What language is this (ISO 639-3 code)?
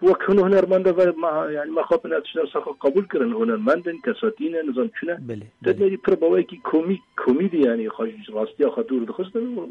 kur